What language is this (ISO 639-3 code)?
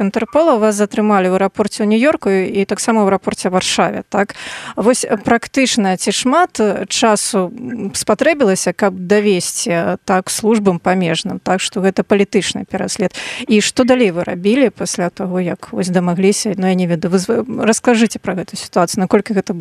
bel